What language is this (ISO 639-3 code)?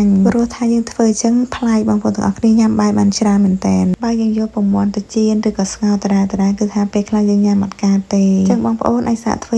khm